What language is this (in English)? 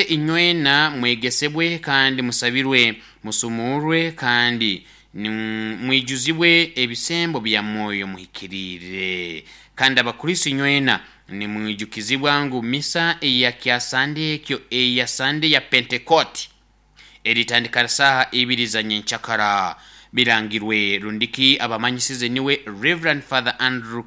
Nyoro